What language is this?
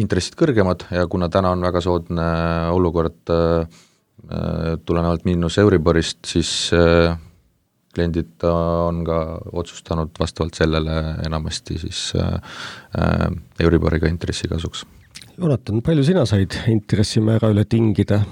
Estonian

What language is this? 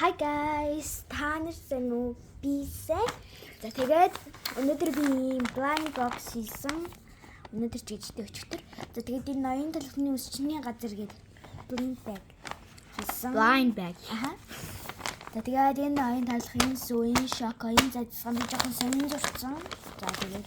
Mongolian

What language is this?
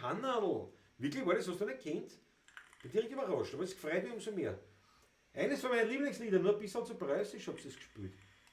Bavarian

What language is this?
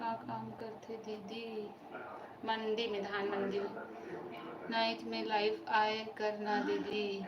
Chhattisgarhi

